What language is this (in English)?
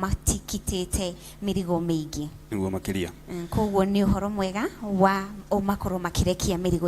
Kikuyu